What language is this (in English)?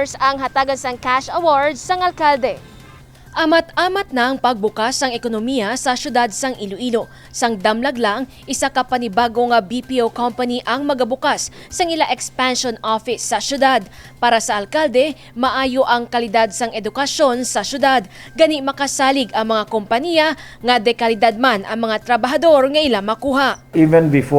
Hiligaynon